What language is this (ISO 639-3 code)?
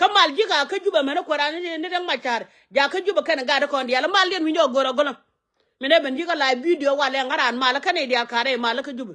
nus